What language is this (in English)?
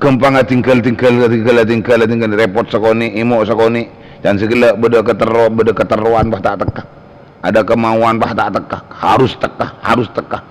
Madurese